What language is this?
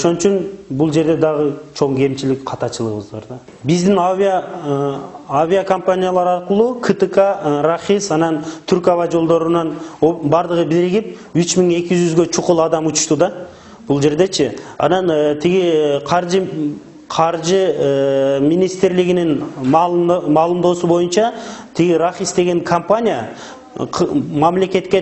Kyrgyz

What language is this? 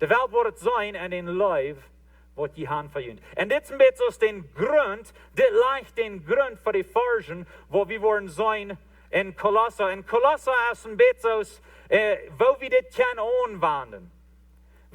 Plautdietsch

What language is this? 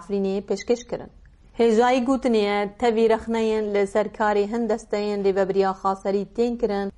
Kurdish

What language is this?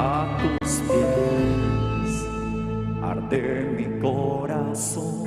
Aymara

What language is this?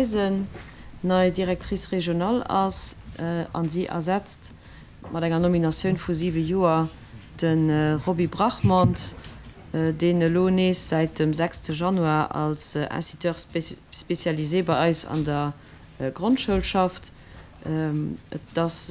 Luxembourgish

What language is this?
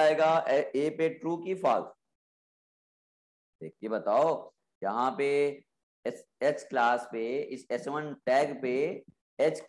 Hindi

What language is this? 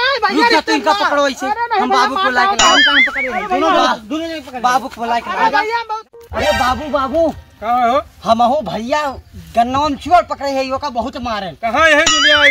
Awadhi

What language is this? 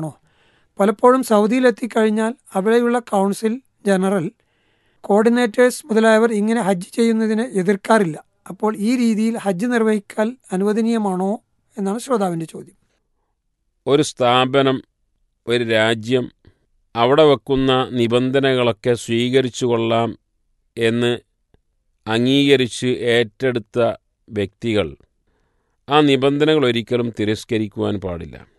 Malayalam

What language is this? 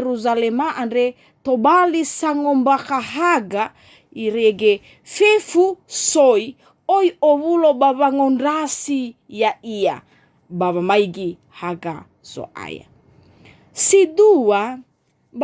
Nias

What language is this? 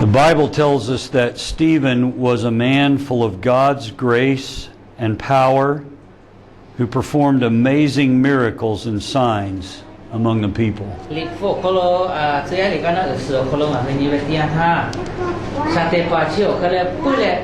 Lahu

